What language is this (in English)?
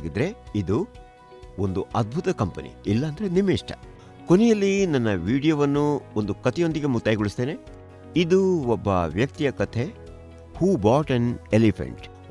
Kannada